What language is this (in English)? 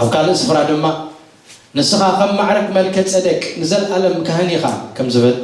Tigrinya